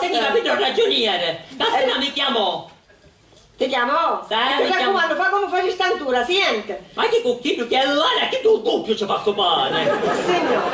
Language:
Sicilian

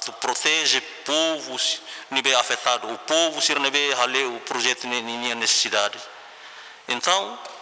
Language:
Tetum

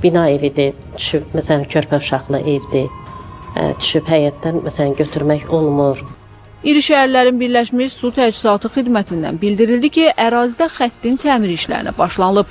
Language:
Azerbaijani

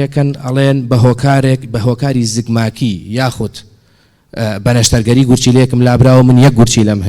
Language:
Central Kurdish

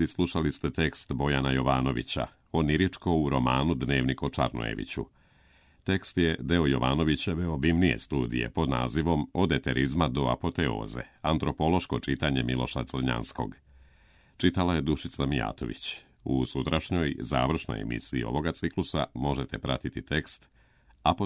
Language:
Serbian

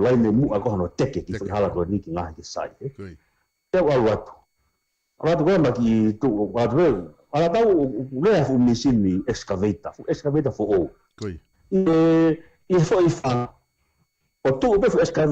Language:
Tongan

